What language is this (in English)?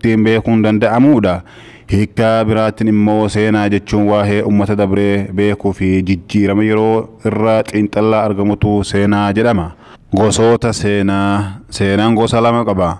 Oromo